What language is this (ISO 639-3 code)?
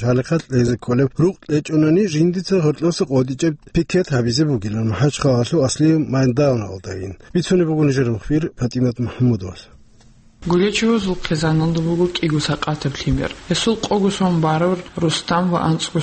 ava